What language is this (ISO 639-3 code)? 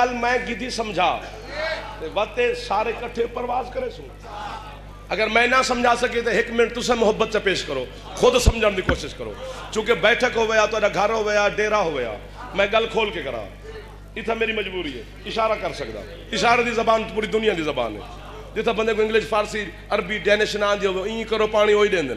skr